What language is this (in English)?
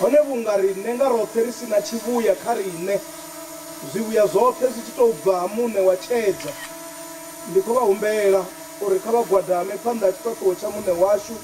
Venda